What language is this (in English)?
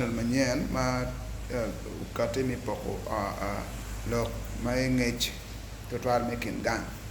Acoli